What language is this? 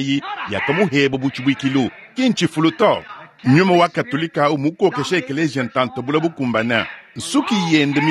Luba-Lulua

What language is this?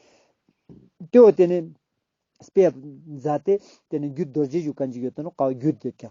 Ladakhi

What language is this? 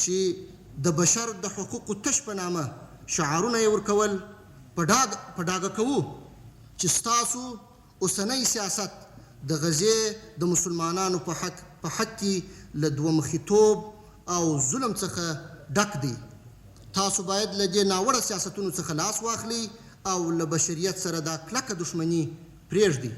Pashto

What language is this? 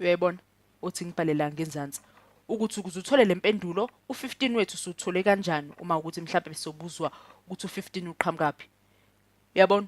Zulu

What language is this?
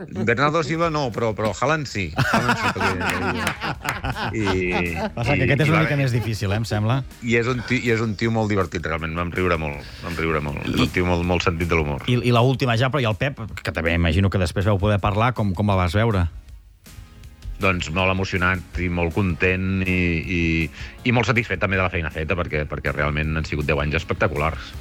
Catalan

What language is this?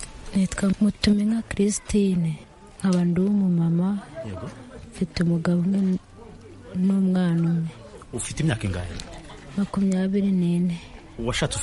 Kinyarwanda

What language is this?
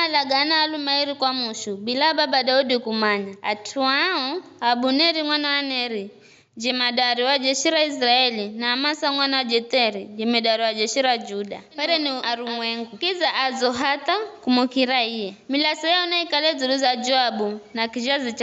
Giryama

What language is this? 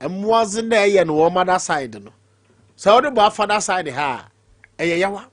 Akan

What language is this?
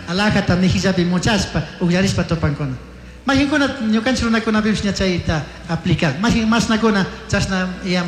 Chimborazo Highland Quichua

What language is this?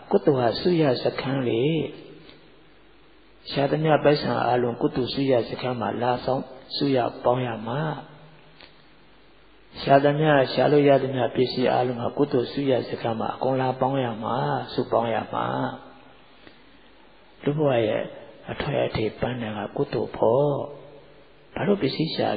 Burmese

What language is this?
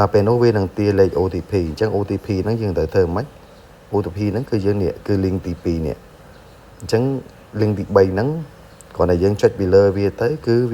Khmer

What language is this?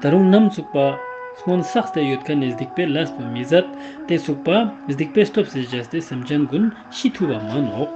Ladakhi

